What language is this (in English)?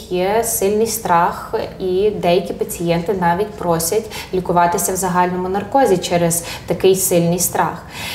Ukrainian